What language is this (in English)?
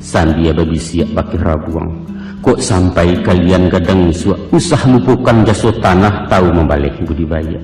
Minangkabau